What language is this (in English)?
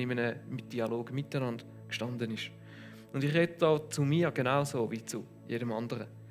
Swiss German